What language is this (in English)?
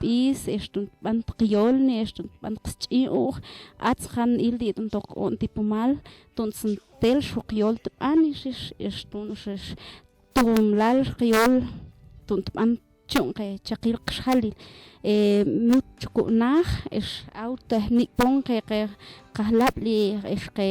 Mam